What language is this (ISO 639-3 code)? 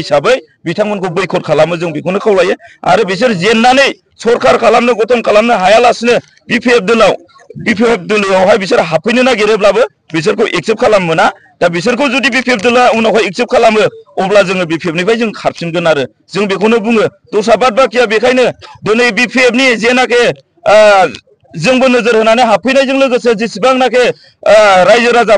brx